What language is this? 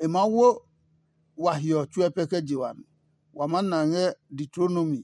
Adangme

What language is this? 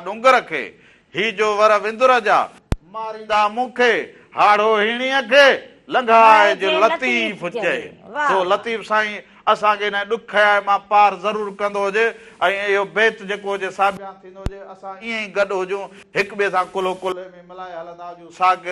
Sindhi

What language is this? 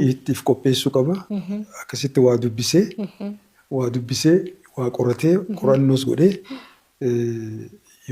Oromo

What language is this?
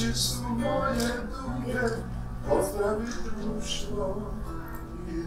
Bosnian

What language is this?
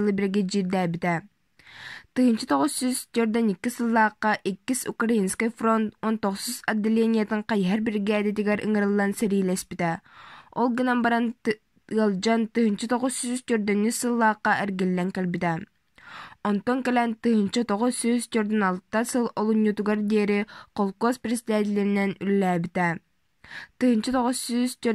Yakut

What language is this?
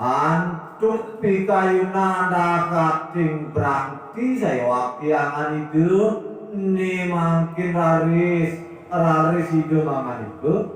Balinese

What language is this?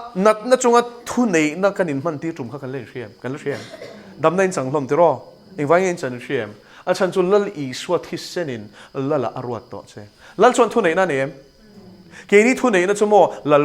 Mizo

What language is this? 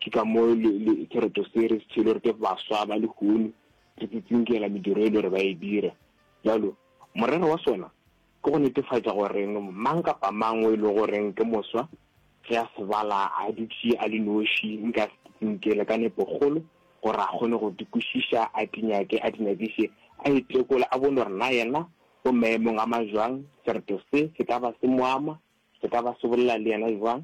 Northern Sotho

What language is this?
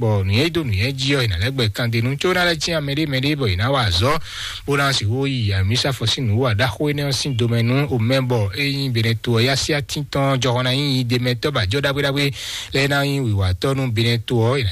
Fon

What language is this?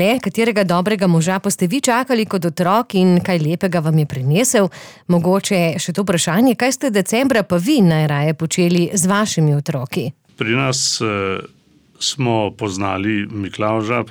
Slovenian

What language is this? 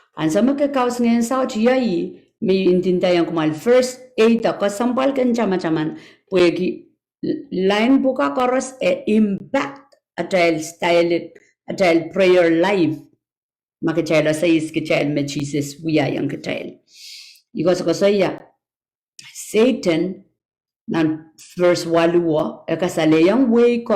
Pohnpeian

